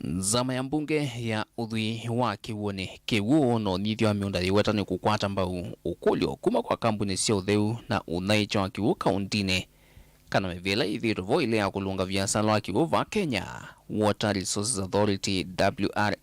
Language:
Kamba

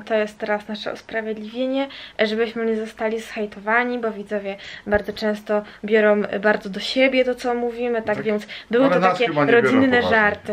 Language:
Polish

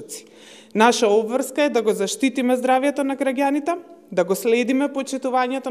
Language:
Macedonian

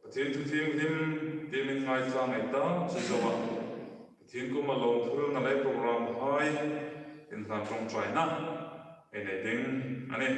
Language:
Hmar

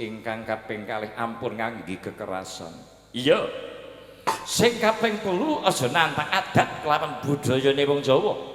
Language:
Javanese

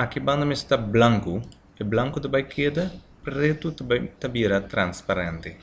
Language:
Papiamento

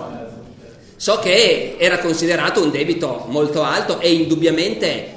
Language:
Italian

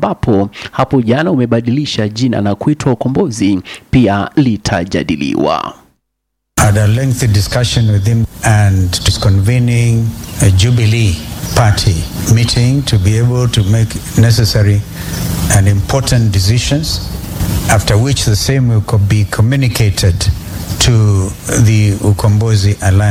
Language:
Swahili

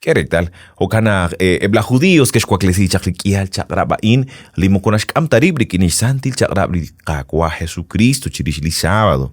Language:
Kekchí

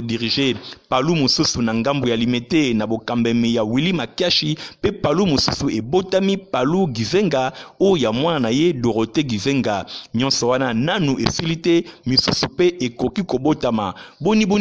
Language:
Lingala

